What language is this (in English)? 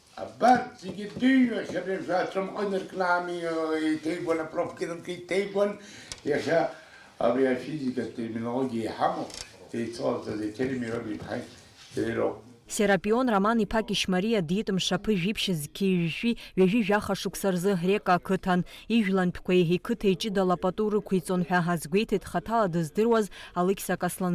Abkhazian